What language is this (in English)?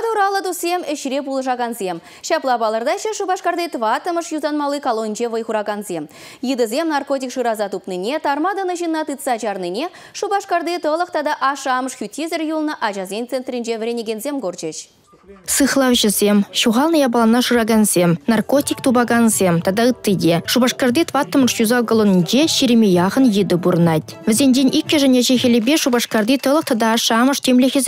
Chuvash